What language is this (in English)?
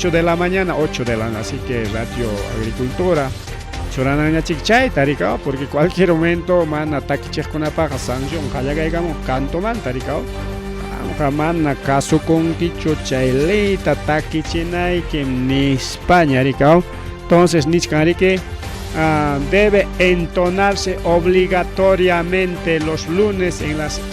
Ayacucho Quechua